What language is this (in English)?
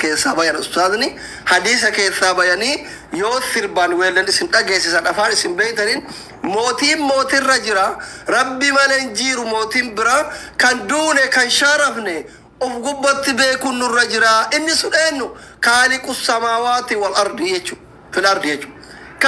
Oromo